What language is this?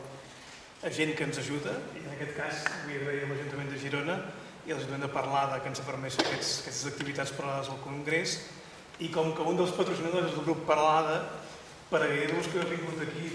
Catalan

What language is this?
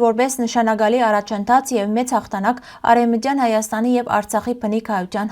Western Armenian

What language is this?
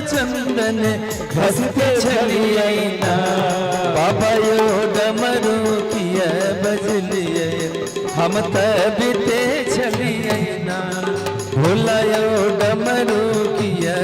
Maithili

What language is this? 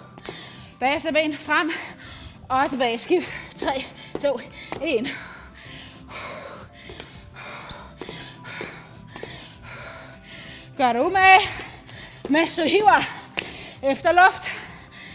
Danish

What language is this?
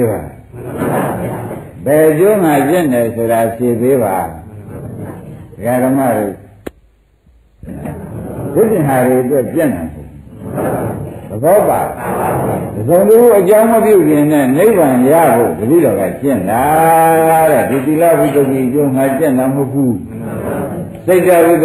Burmese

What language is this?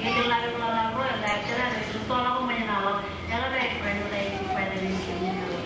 Marshallese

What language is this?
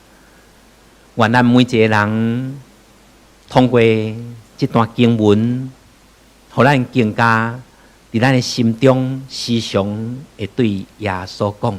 Min Nan Chinese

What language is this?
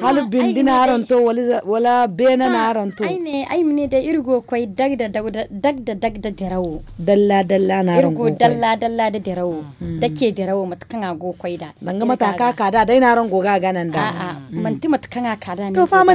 Zarma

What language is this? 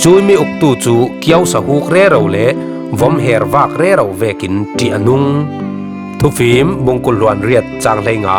Falam Chin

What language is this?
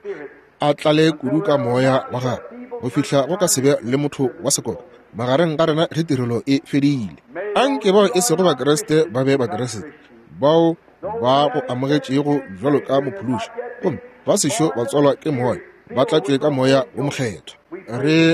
Northern Sotho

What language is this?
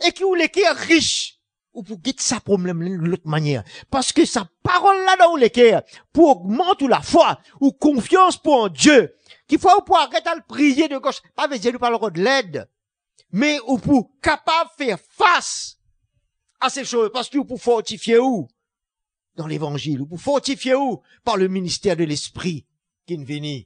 Morisyen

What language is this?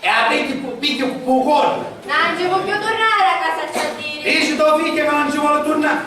Sicilian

